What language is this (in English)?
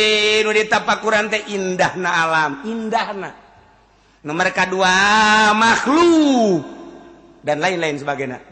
Sundanese